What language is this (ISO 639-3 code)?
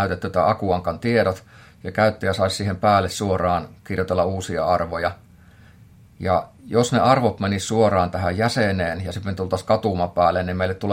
fin